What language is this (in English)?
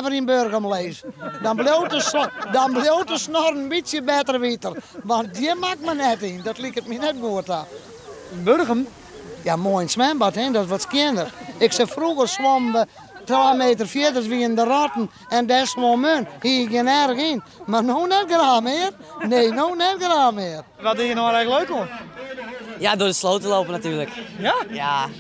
Western Frisian